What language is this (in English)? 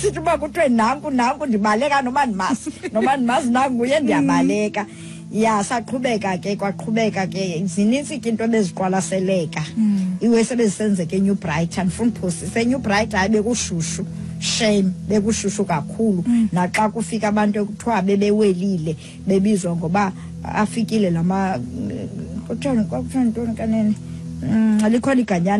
Xhosa